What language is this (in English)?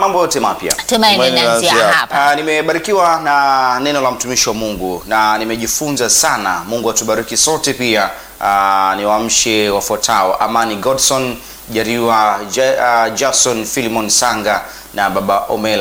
Swahili